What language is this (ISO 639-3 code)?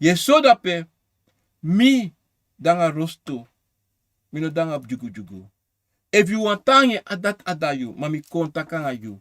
srn